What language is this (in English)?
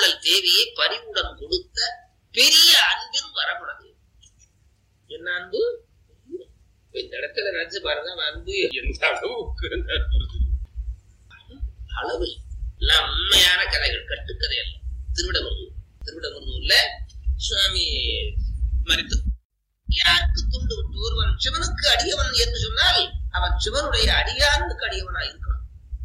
Tamil